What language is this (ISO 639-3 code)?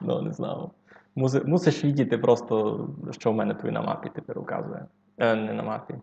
rue